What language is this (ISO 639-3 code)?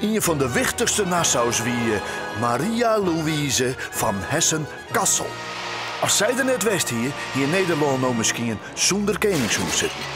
fry